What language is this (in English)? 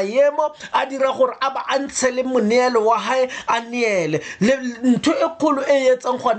Tswana